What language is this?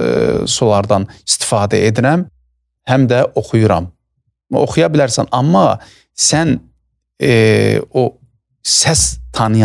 Azerbaijani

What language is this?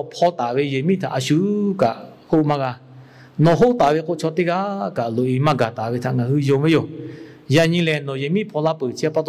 Lahu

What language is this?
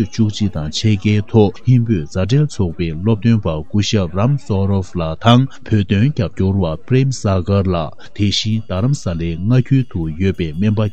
Tibetan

